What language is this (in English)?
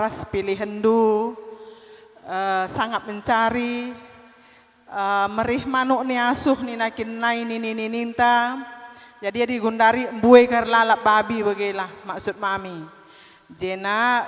Batak Karo